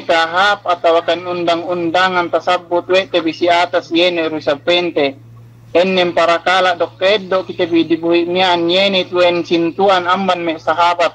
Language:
Yakan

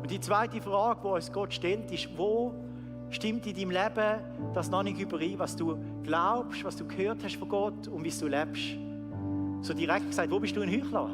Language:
Swiss German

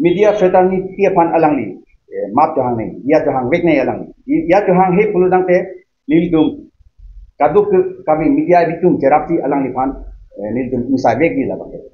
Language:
Karbi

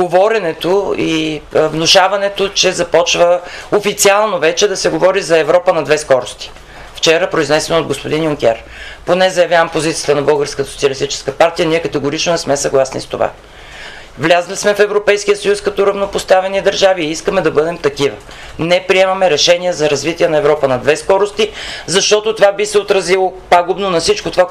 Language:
Bulgarian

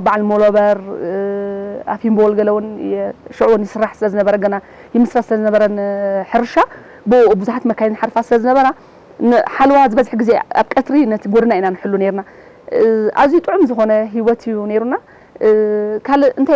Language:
Tigrinya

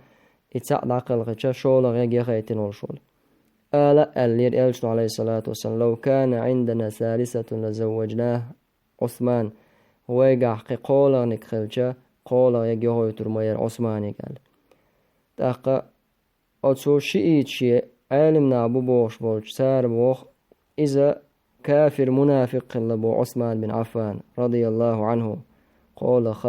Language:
Chechen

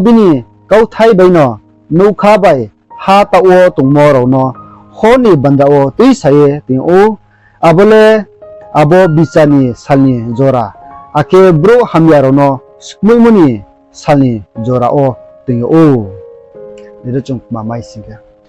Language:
Riang (India)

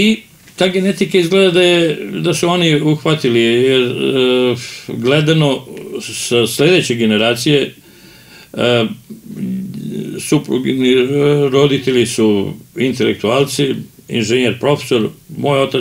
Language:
Serbian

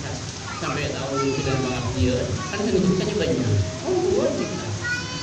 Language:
Madurese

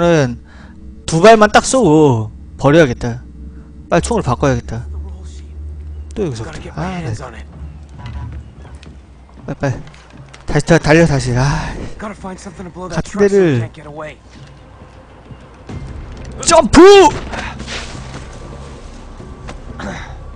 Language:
Korean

